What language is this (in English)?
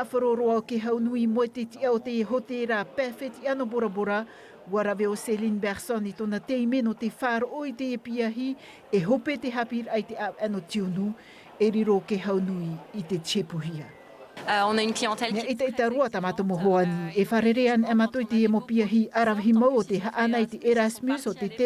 Tahitian